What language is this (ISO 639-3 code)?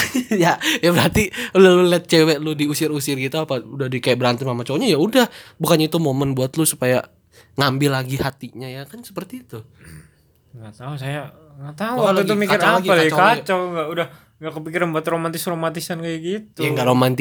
ind